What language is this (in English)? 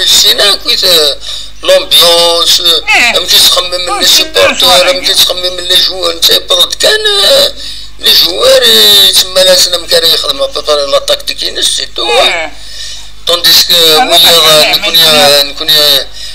Kabyle